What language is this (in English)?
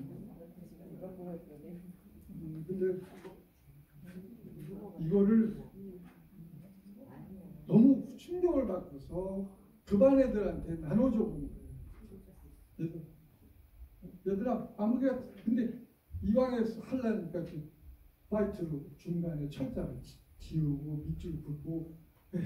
Korean